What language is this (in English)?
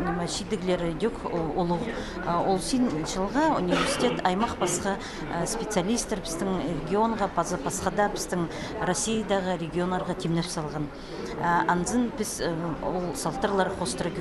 Khakas